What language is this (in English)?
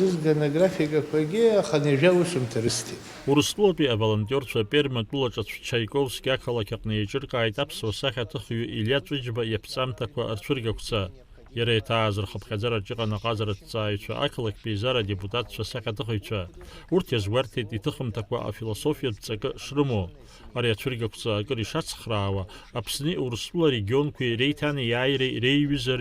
Abkhazian